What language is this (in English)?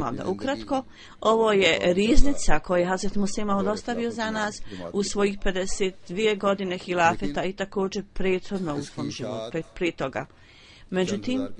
Bosnian